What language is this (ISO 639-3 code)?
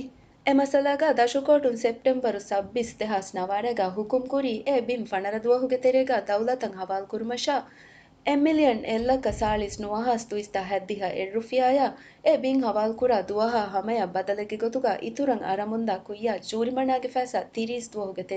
div